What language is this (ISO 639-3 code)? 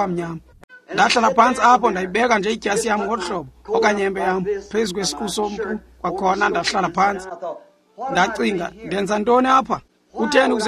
xho